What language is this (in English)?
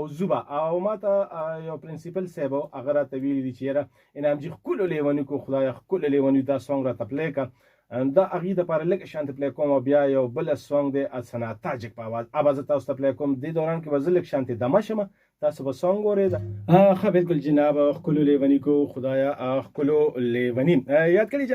Pashto